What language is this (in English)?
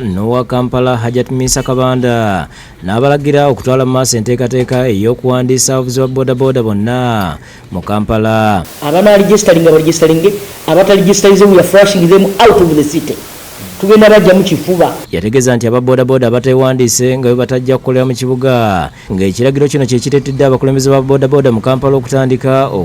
Ganda